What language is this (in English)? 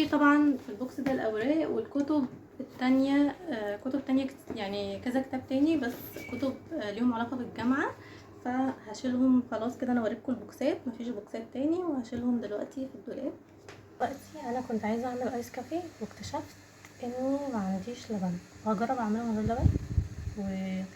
Egyptian Arabic